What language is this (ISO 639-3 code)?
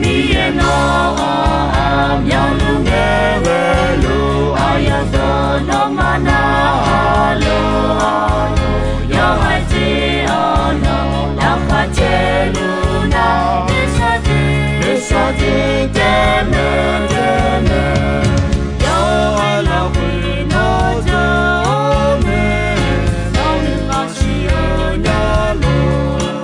ahk